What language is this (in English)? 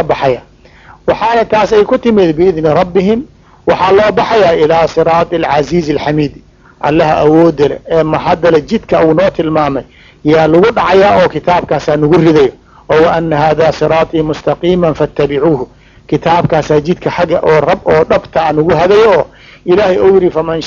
Somali